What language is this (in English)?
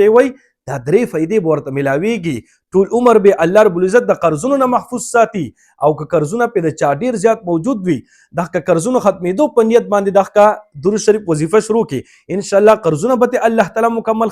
Pashto